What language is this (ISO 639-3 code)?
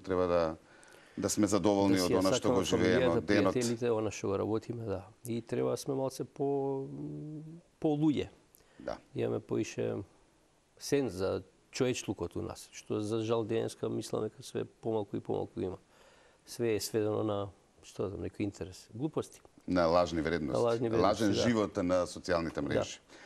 mkd